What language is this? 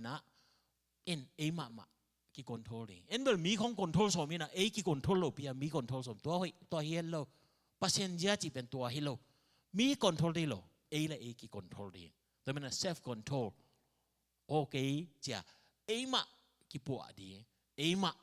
Tedim Chin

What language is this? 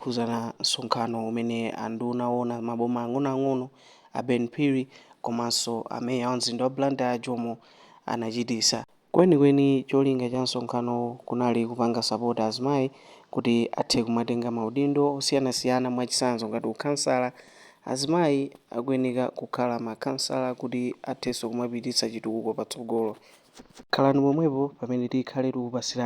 Nyanja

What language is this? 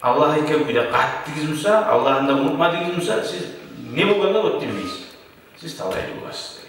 Kumyk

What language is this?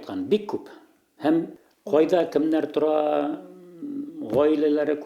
Bashkir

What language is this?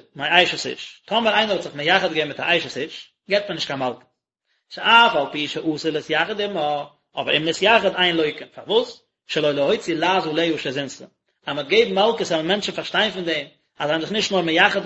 Yiddish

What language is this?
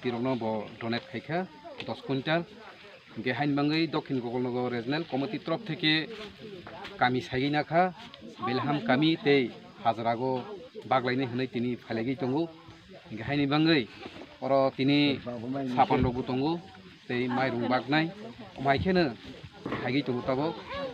Kok Borok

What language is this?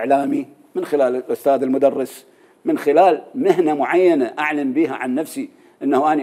Mesopotamian Arabic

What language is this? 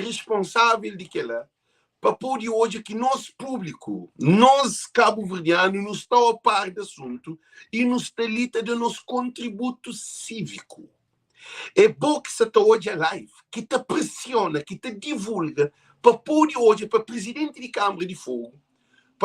Kabuverdianu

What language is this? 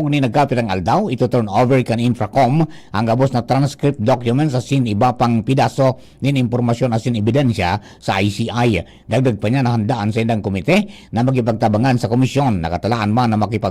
Bikol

